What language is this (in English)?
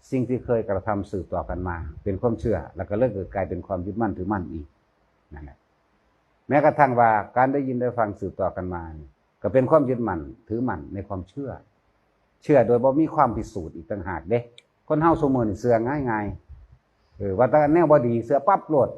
Northeastern Thai